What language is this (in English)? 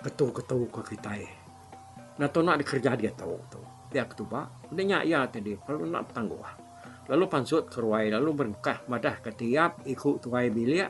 Iban